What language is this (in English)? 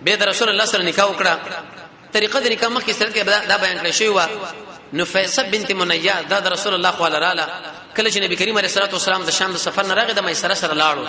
Pashto